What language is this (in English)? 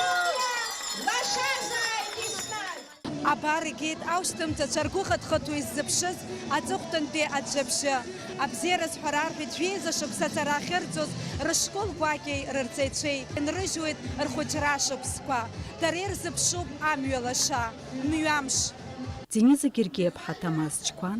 Abkhazian